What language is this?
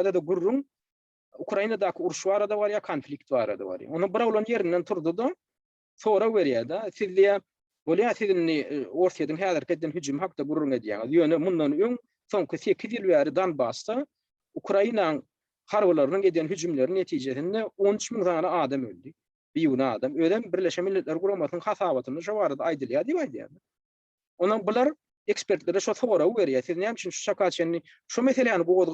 Turkmen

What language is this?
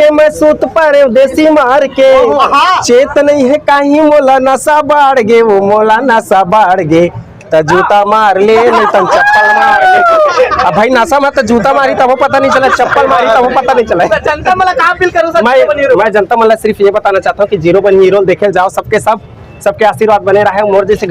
Chhattisgarhi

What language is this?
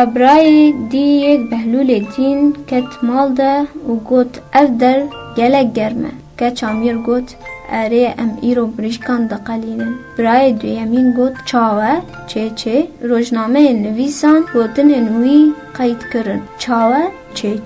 Kurdish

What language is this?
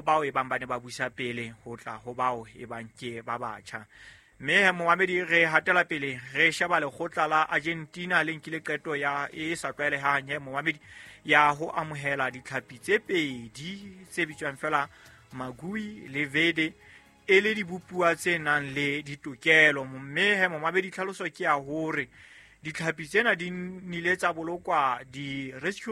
Southern Sotho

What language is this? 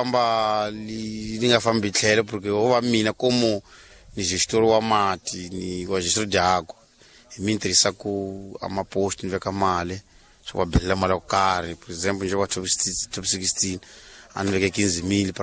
Tsonga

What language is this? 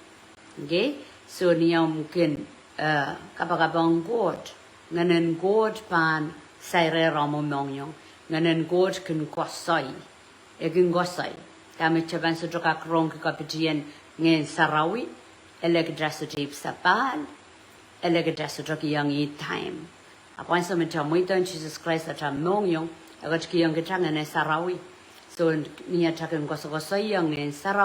Pohnpeian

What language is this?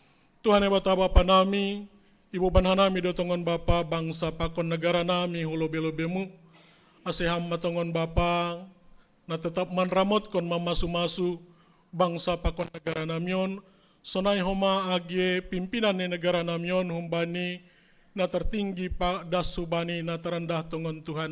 Batak Simalungun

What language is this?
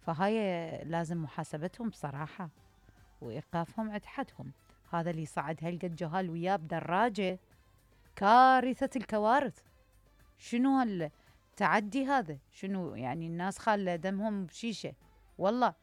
Mesopotamian Arabic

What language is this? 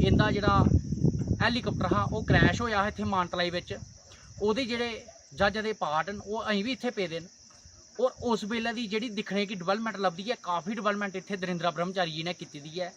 Dogri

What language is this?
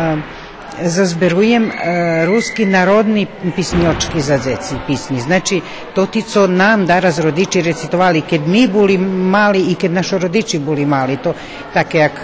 Rusyn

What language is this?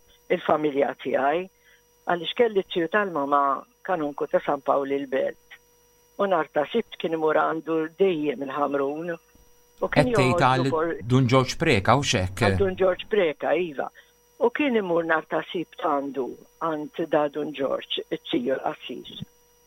Maltese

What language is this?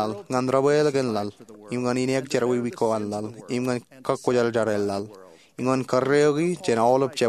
Marshallese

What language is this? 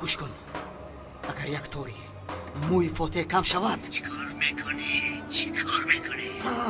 Tajik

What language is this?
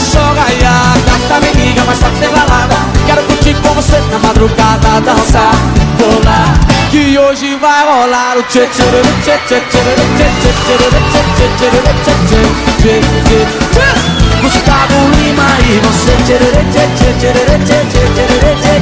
Portuguese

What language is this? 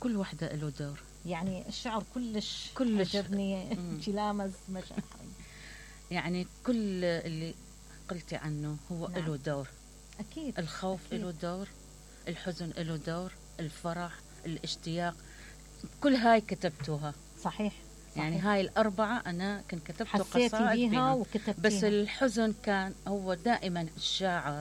Mesopotamian Arabic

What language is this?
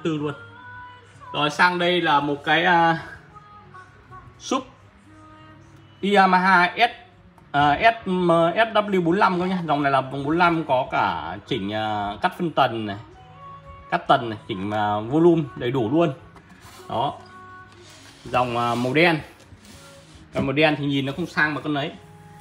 Vietnamese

